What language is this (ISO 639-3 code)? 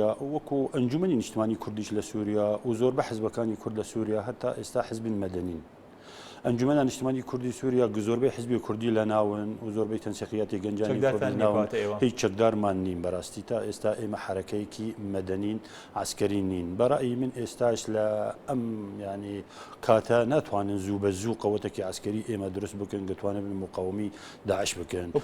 ckb